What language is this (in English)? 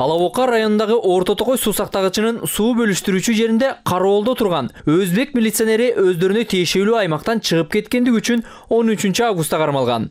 Kyrgyz